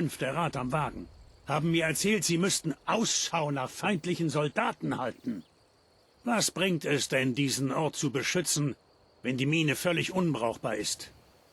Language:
Bavarian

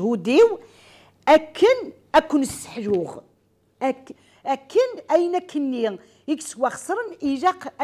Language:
Kabyle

